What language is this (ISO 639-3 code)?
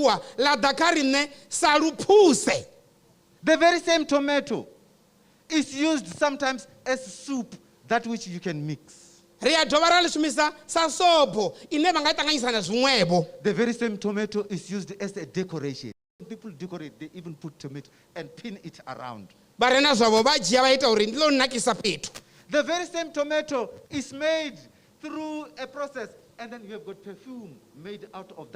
ven